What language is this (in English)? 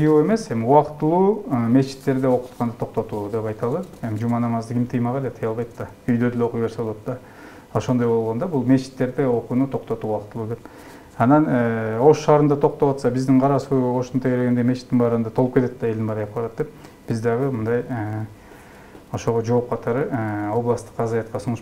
Kyrgyz